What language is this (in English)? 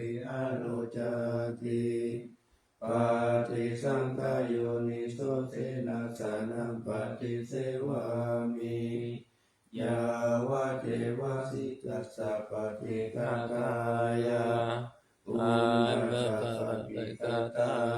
Pali